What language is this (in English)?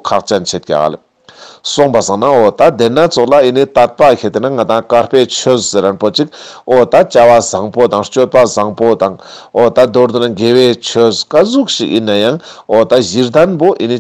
Ladakhi